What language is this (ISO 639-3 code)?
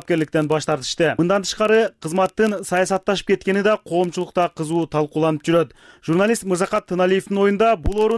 kir